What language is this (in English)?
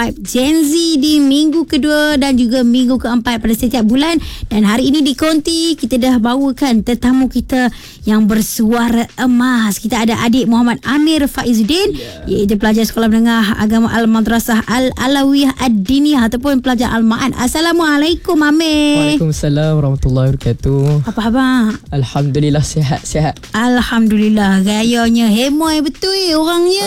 Malay